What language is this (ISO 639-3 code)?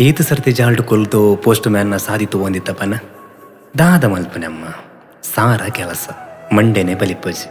tcy